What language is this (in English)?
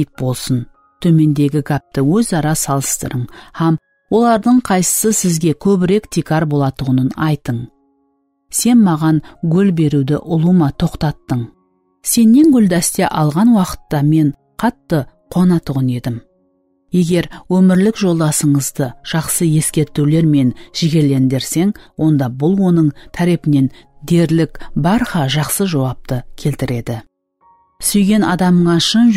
Kara-Kalpak